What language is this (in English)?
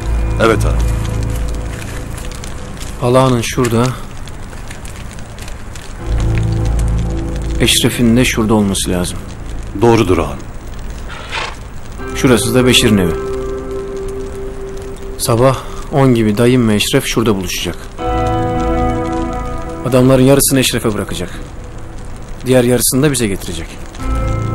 Turkish